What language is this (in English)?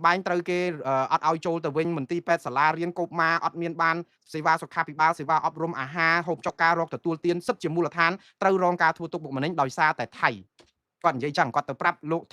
Khmer